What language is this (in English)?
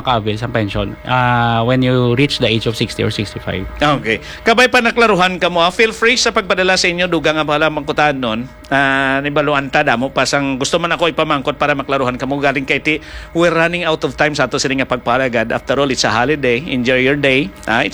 Hiligaynon